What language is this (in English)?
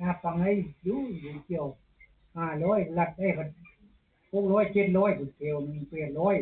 Lao